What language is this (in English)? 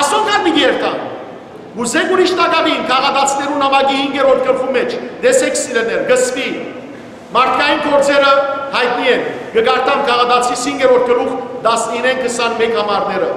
Western Armenian